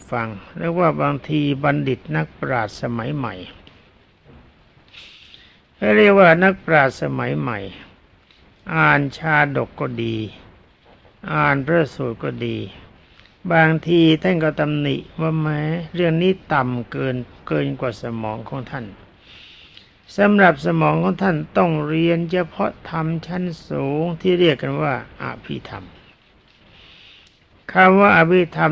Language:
Thai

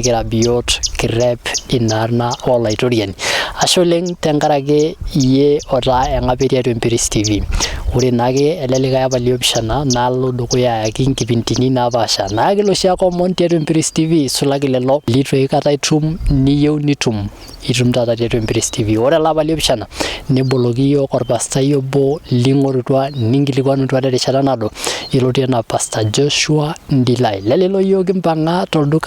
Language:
Masai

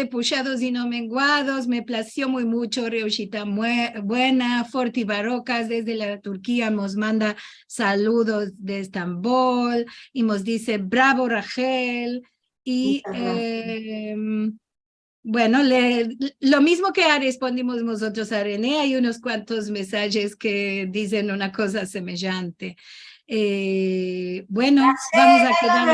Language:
Ladino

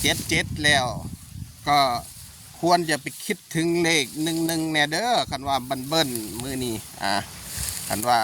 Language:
Northeastern Thai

